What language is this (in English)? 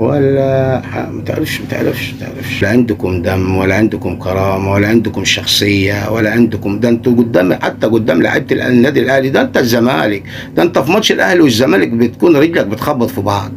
Egyptian Arabic